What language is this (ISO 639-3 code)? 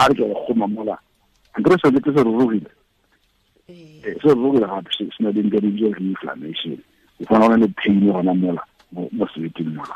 tsn